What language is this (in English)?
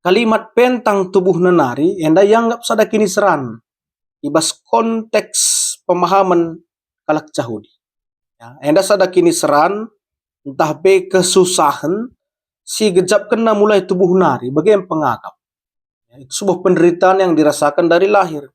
Batak Karo